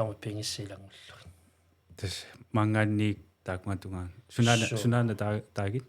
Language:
Kalaallisut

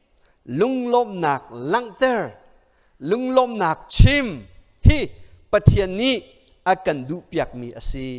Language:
Hakha Chin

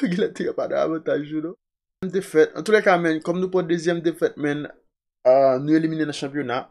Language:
Haitian Creole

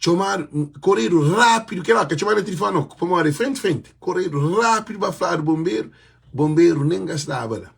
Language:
Kabuverdianu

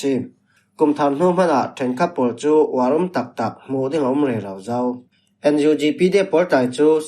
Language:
Falam Chin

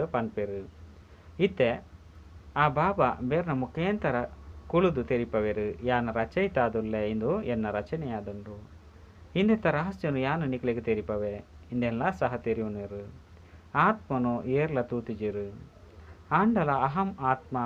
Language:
Tulu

